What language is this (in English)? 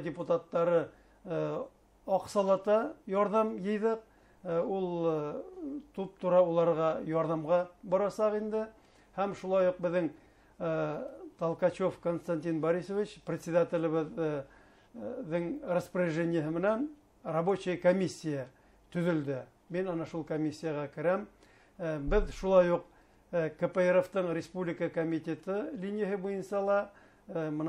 Bashkir